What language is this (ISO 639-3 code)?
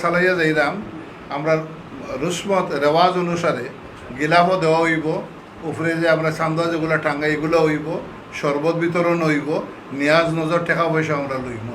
syl